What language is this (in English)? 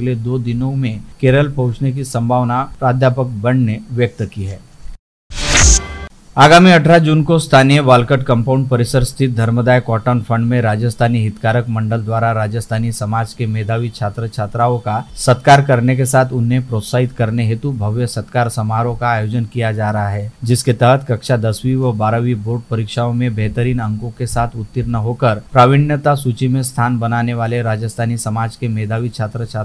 Hindi